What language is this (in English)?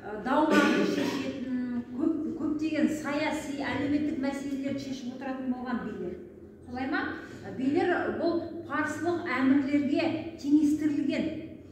Kazakh